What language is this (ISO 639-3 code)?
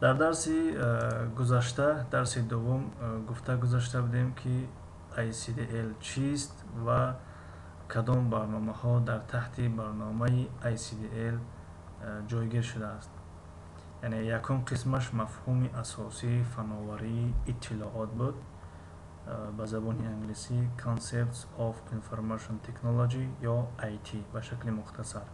tgk